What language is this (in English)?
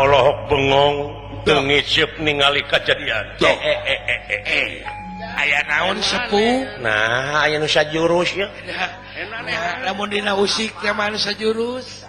Sundanese